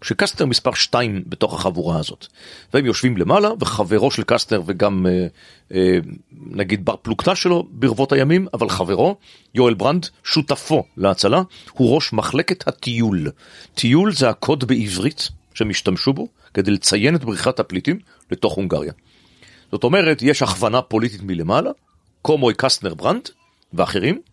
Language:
Hebrew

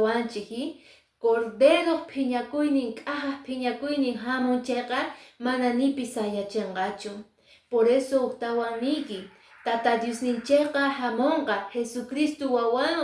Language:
Quechua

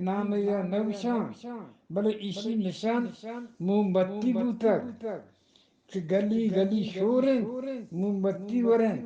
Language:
Eastern Balochi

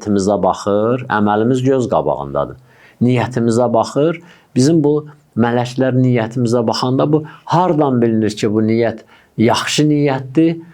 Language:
Azerbaijani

